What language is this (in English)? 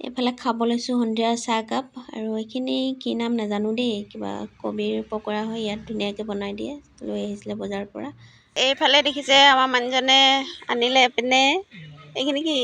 Assamese